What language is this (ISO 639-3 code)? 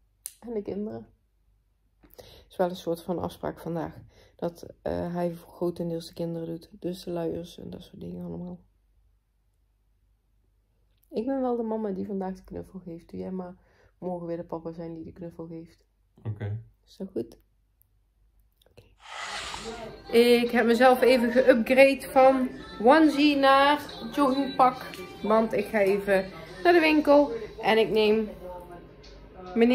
nld